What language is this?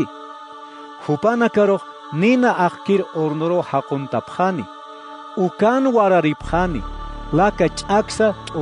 Aymara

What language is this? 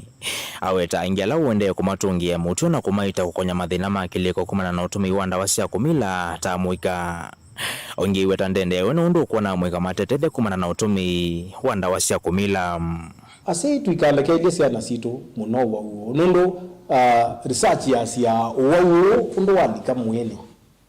Kamba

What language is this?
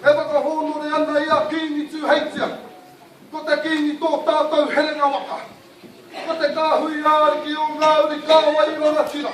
Māori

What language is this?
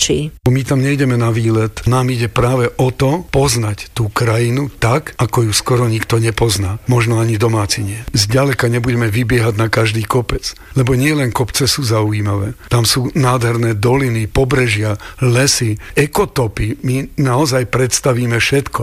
Slovak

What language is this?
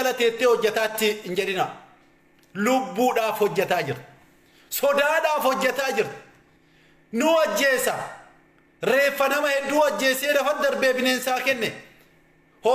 Oromo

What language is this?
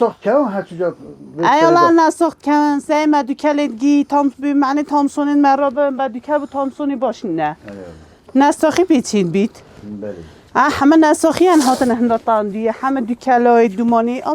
Kurdish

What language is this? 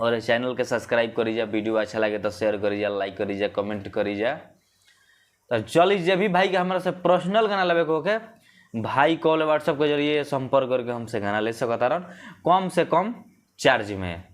Bhojpuri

